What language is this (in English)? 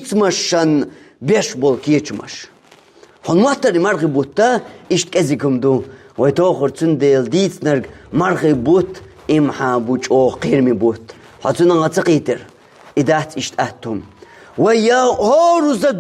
Chechen